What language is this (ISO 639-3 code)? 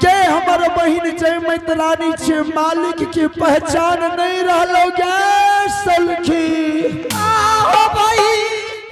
anp